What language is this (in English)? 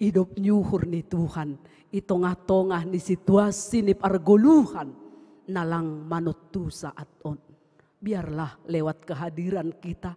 Batak Simalungun